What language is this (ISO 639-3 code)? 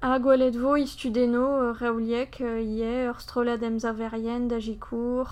bre